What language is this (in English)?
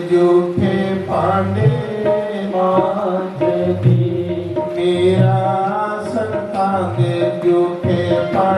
Dogri